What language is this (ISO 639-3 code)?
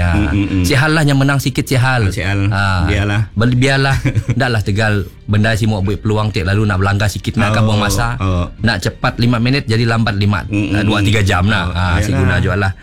msa